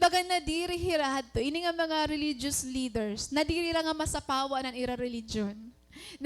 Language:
Waray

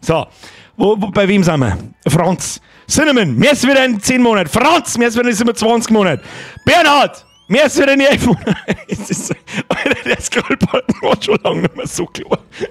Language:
Bavarian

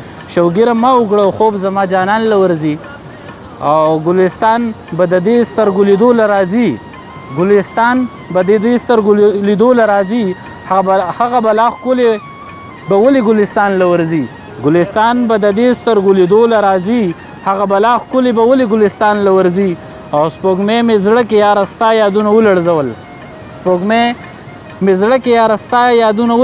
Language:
Pashto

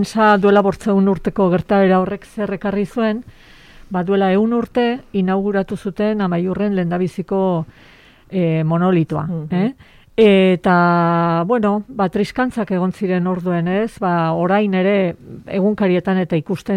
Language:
Basque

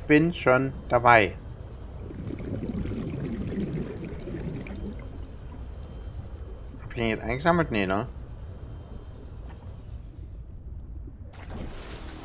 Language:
German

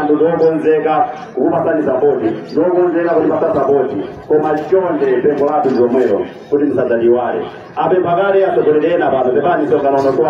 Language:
Nyanja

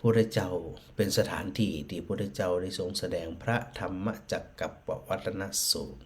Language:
Northern Thai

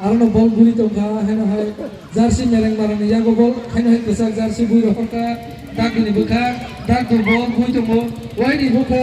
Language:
Kok Borok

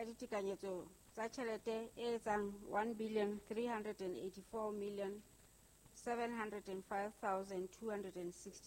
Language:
Southern Sotho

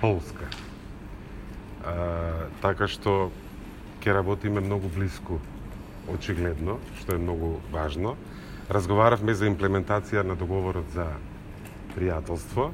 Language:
Macedonian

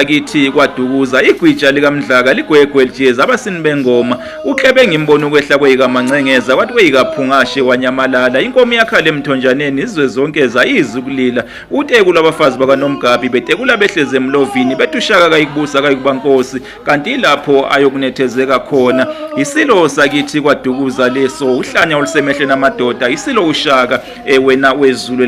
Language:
Zulu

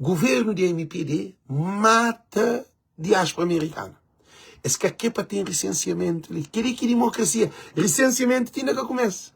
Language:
Kabuverdianu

